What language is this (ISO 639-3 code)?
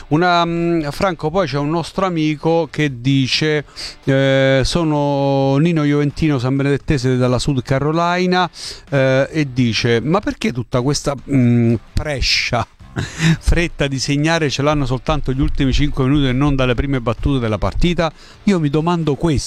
ita